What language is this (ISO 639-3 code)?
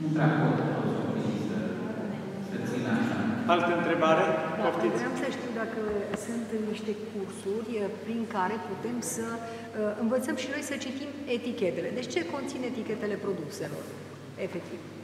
ron